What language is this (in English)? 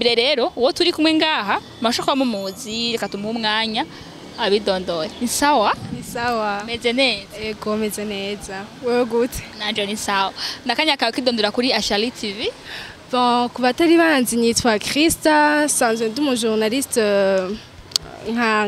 Rundi